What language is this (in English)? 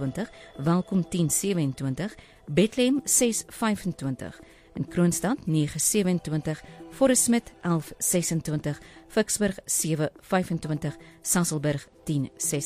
Afrikaans